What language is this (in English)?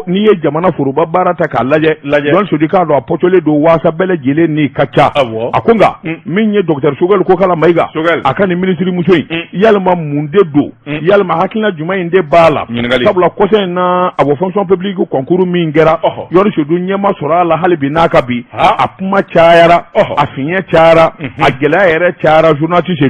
Bambara